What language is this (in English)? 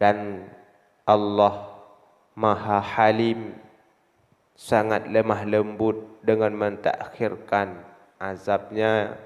Achinese